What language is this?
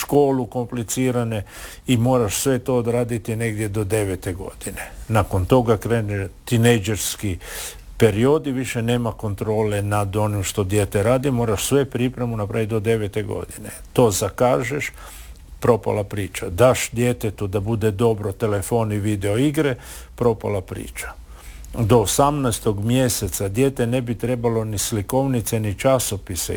Croatian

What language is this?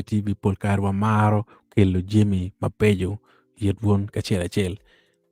Acoli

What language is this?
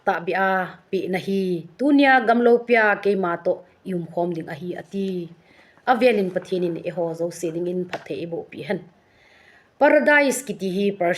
Thado Chin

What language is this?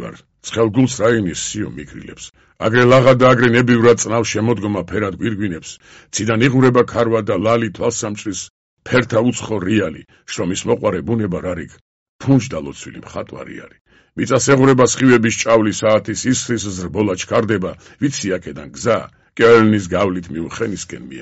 Georgian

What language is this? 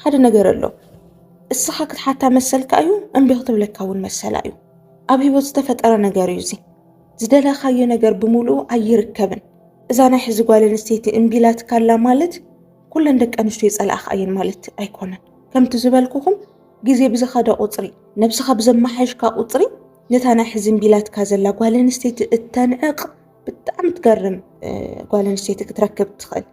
Tigrinya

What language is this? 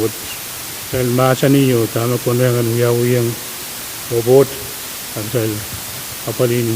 Pohnpeian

